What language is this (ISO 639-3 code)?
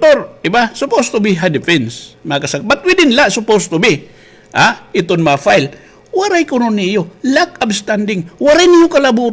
war